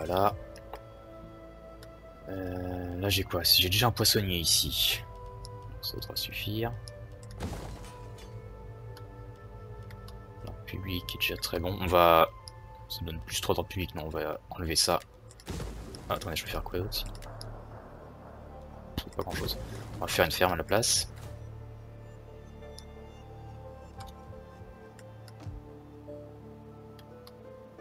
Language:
French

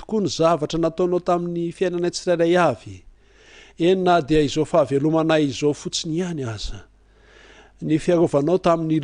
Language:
Malagasy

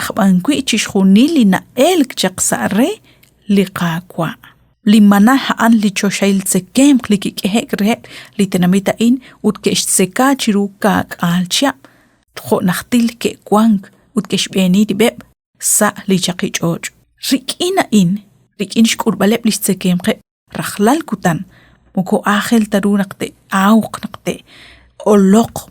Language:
Kekchí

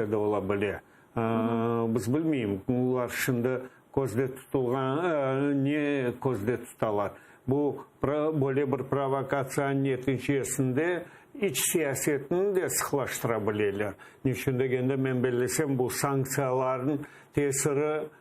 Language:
Crimean Tatar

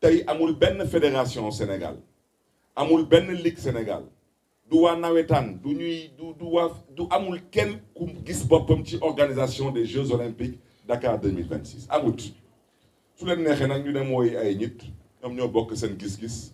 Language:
Wolof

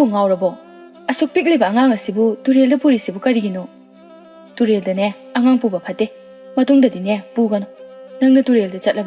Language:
Manipuri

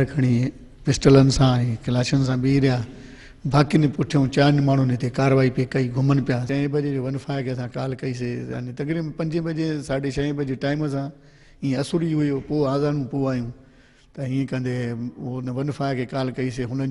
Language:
Sindhi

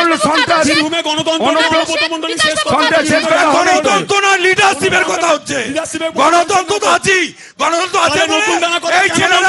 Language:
Bangla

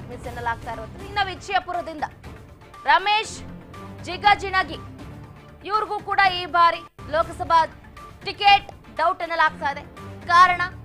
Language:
Kannada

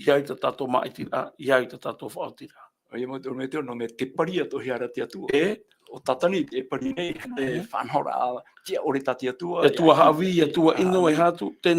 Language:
Tahitian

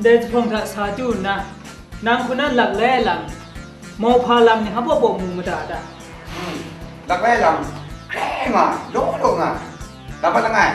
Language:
Kachin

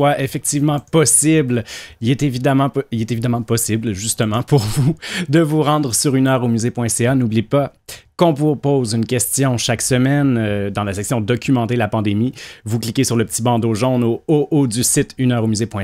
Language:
French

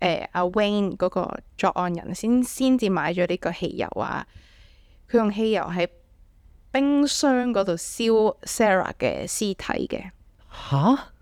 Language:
Cantonese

